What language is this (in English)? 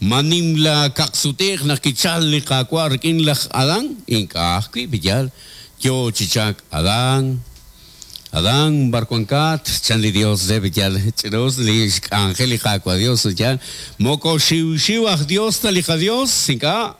Kekchí